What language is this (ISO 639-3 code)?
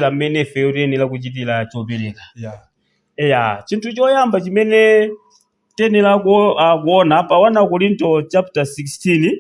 nya